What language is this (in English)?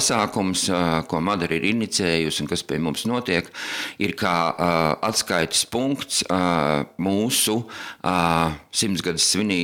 Latvian